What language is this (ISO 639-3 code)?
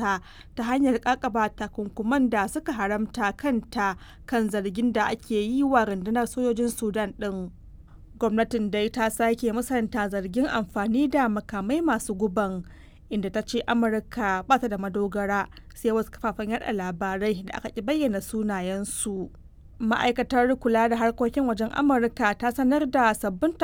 hau